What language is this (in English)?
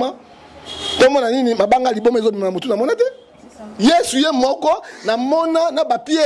Lingala